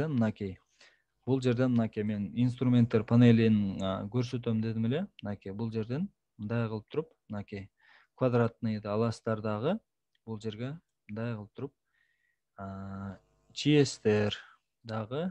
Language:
Kyrgyz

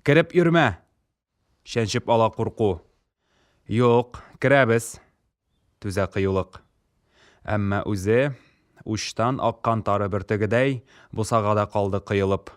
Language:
Tatar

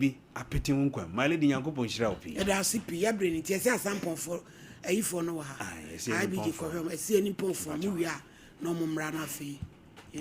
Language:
Akan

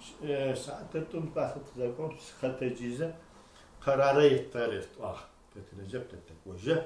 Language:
Adyghe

